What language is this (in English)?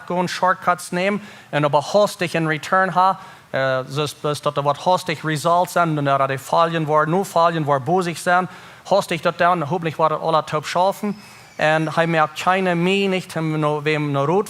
Plautdietsch